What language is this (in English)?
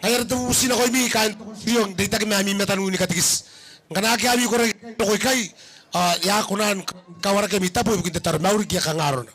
Gilbertese